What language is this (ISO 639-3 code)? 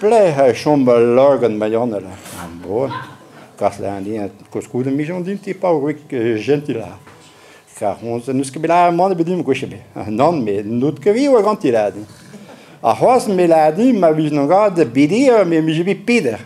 bre